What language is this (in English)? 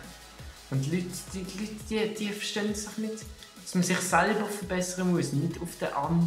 Swiss German